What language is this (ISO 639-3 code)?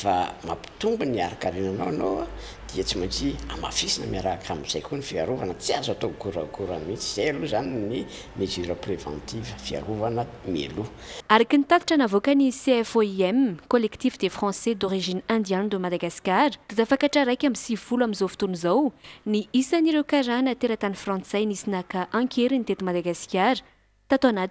mlg